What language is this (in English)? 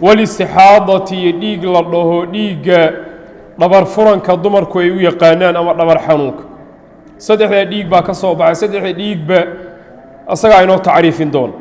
Somali